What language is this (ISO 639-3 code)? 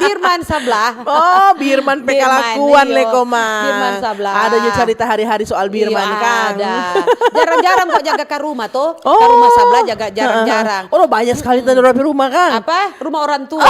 xmm